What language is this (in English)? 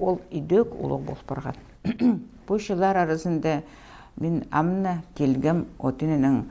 Khakas